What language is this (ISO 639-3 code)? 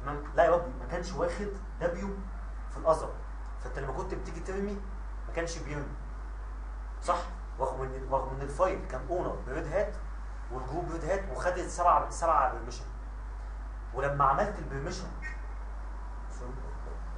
arz